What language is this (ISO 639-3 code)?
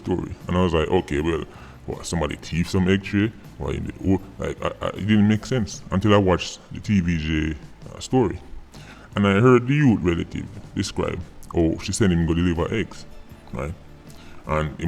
jam